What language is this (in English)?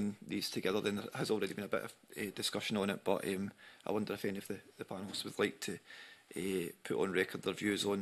English